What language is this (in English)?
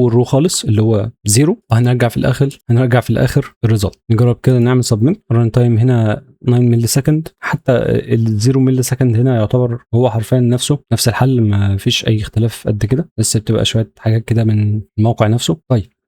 Egyptian Arabic